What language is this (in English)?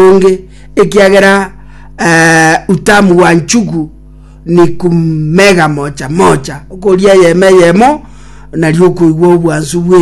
Gusii